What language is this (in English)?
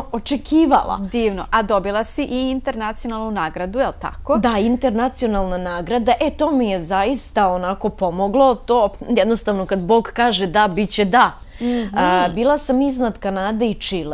Bosnian